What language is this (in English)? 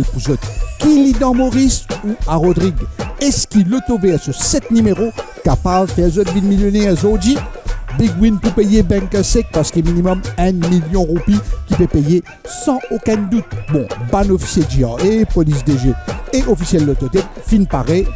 Morisyen